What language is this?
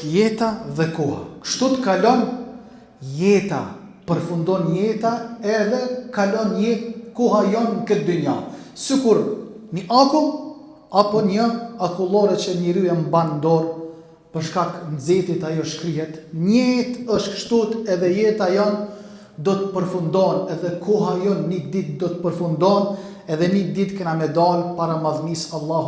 Albanian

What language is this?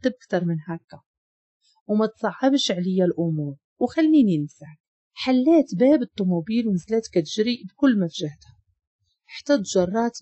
Moroccan Arabic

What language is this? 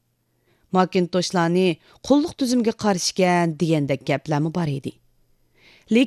Uyghur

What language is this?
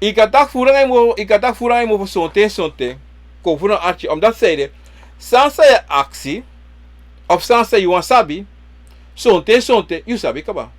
Sranan Tongo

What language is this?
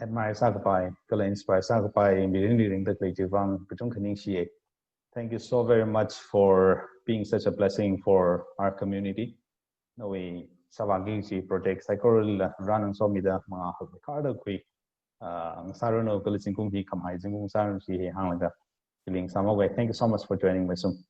Tangkhul Naga (India)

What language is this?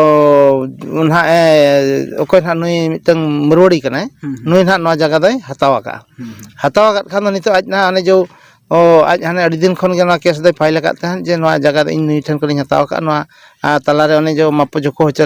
Santali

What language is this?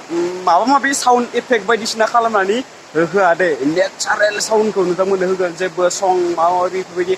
Bodo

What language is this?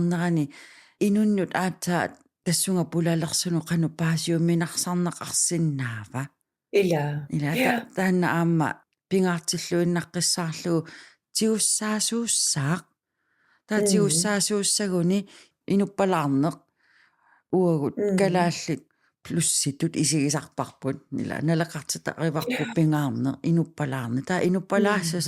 Kalaallisut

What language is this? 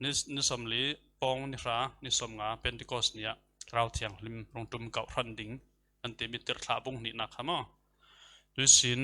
Falam Chin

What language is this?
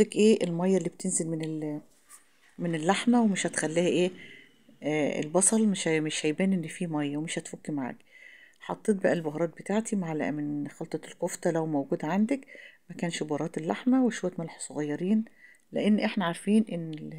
Egyptian Arabic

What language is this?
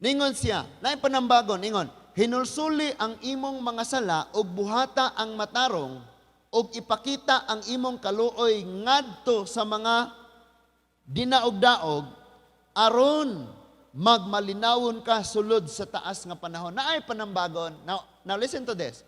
Cebuano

